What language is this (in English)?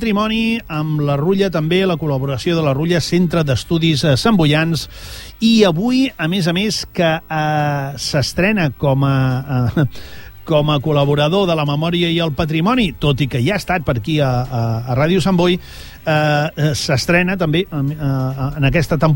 Catalan